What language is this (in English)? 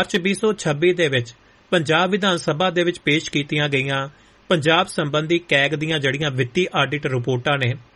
Punjabi